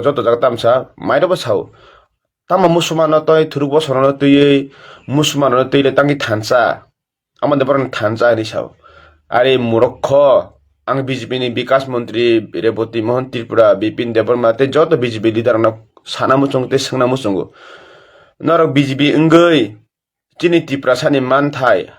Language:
Kok Borok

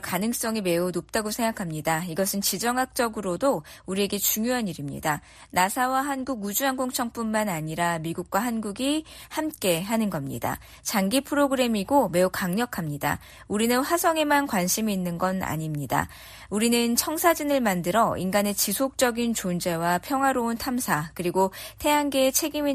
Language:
Korean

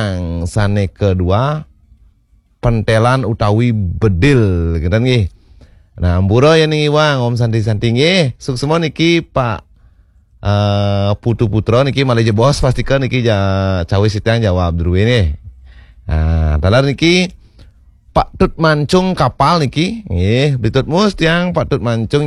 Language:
Balinese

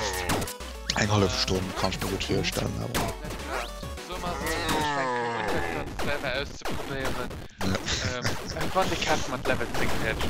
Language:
Luxembourgish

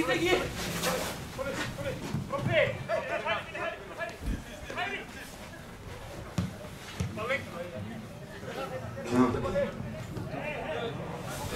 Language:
Icelandic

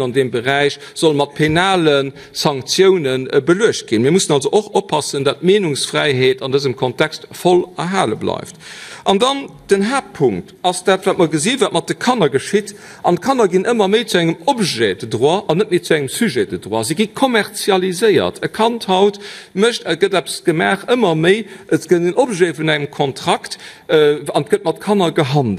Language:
Luxembourgish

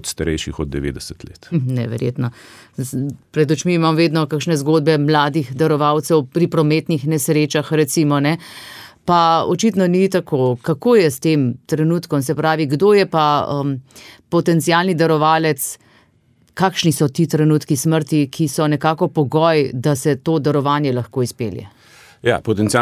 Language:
Slovenian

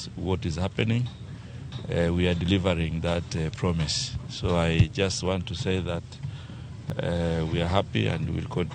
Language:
Luo (Kenya and Tanzania)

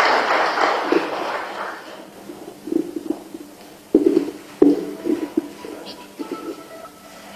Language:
Bulgarian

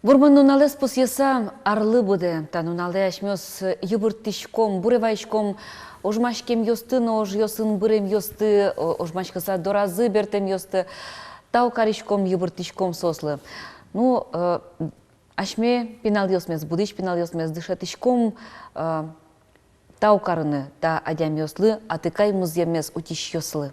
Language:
Udmurt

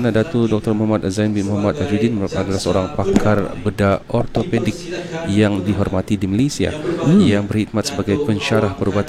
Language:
Malay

